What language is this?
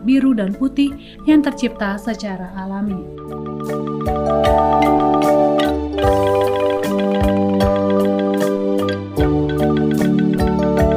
Indonesian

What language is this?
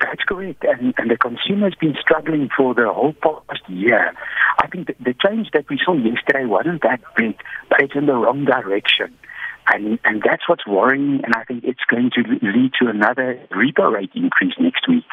English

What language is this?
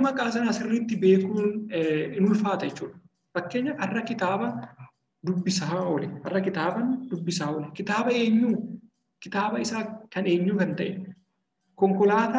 Oromo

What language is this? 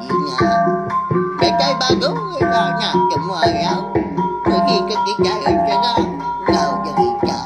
Iban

